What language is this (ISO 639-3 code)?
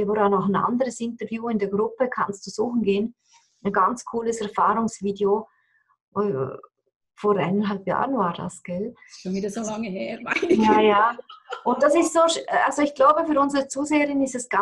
deu